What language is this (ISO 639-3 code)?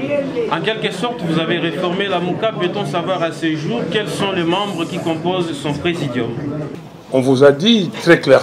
fra